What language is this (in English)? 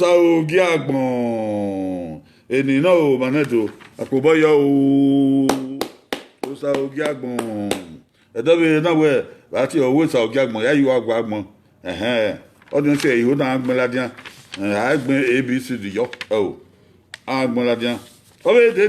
Bini